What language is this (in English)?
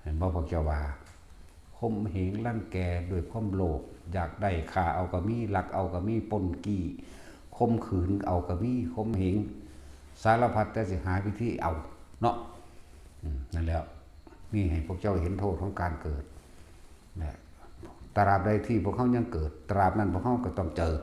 Northeastern Thai